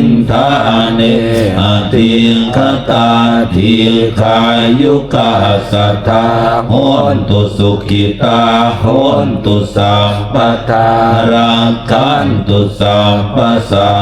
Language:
Pali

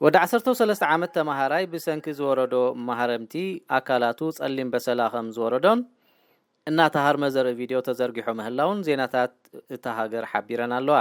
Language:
Tigrinya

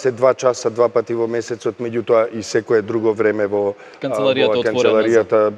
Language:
Macedonian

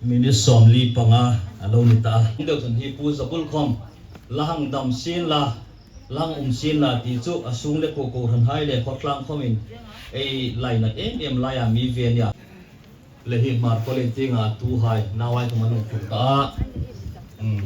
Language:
Hmar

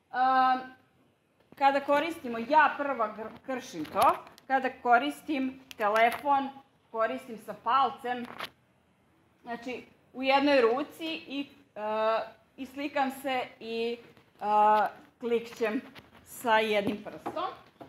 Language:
Serbian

